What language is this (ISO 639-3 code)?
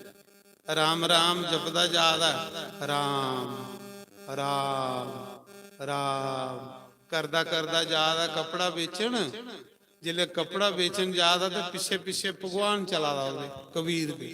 doi